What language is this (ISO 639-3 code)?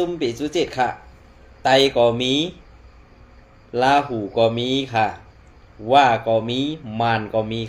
shn